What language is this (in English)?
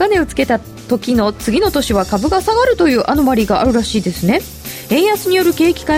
Japanese